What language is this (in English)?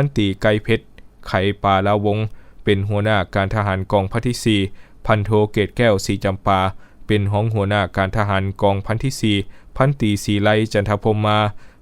Lao